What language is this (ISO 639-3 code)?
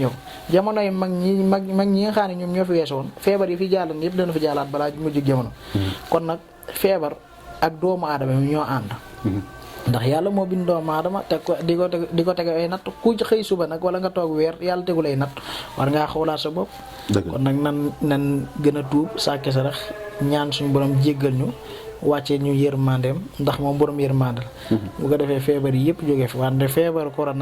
wol